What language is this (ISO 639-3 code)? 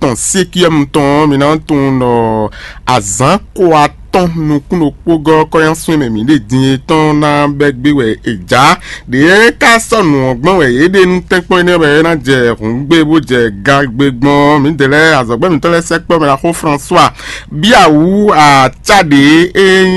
fon